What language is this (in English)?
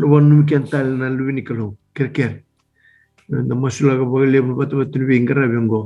Fijian